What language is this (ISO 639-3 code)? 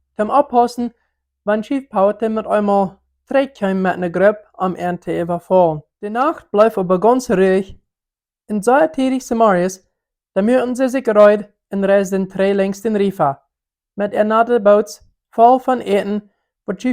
pdt